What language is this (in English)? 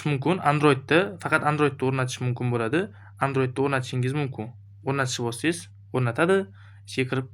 Uzbek